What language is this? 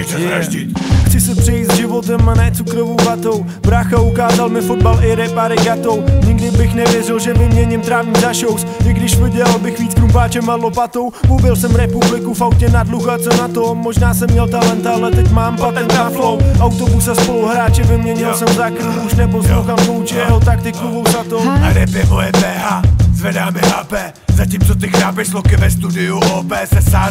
Czech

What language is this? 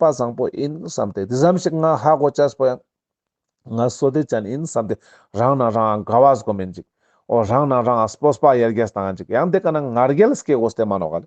Ladakhi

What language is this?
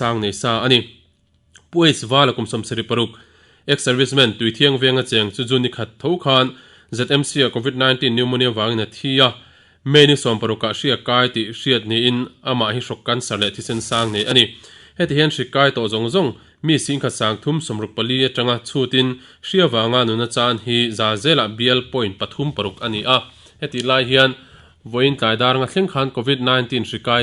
Mizo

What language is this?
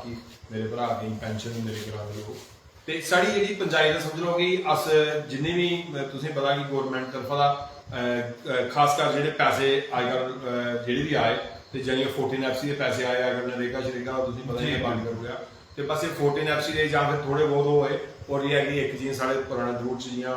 Dogri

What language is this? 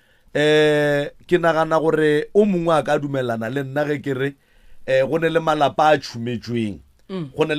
Northern Sotho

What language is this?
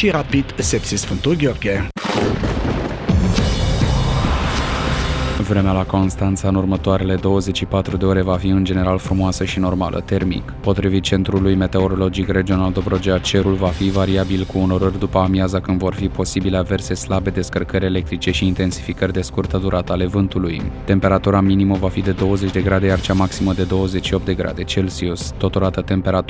Romanian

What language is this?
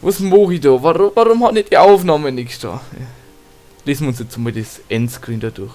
Bavarian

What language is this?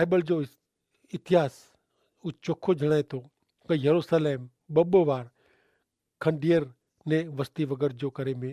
Kachhi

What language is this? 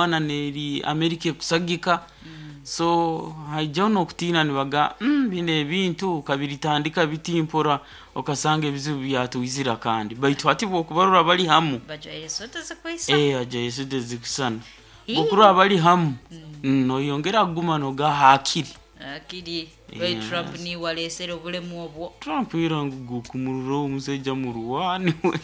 Nyoro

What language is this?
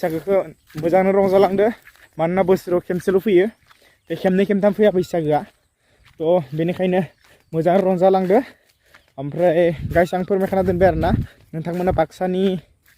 Bodo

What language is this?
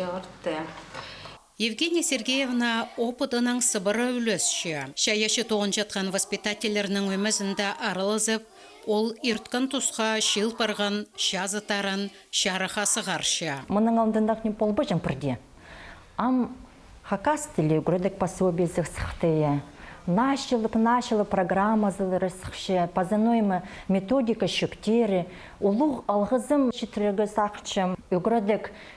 Khakas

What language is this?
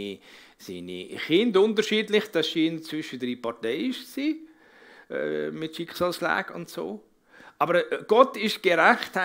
Swiss German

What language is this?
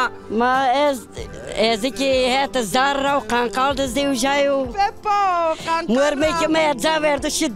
Zaza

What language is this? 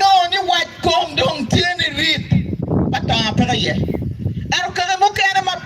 Acoli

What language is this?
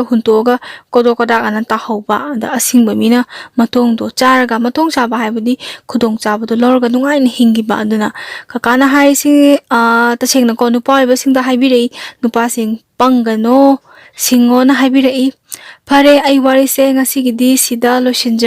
Manipuri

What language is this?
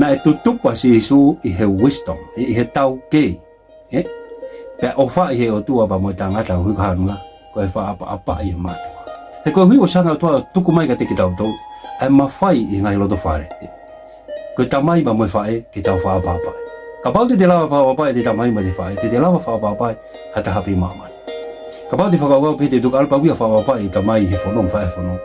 Tongan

